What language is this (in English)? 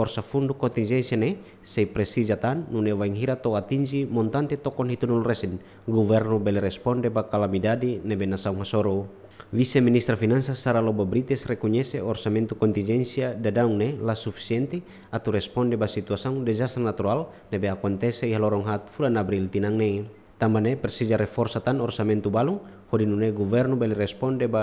Tetum